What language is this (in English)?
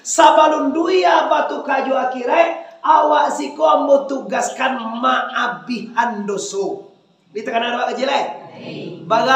Minangkabau